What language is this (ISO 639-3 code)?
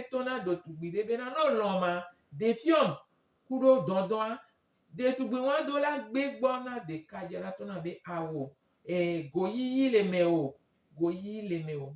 gej